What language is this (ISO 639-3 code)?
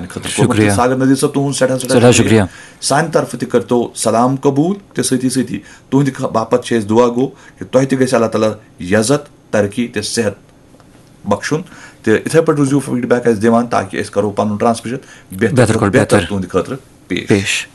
kas